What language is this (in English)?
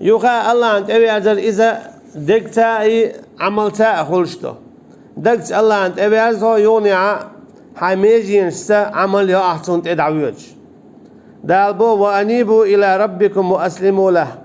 Chechen